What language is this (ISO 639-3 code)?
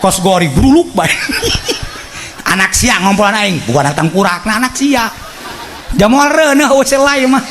sun